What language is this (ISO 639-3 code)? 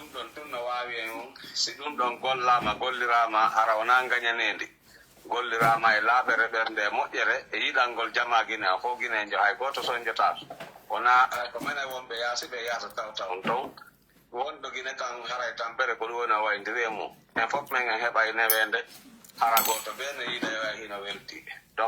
fuf